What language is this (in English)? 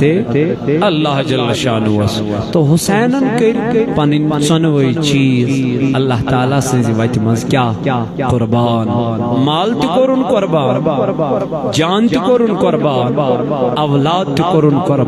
Kashmiri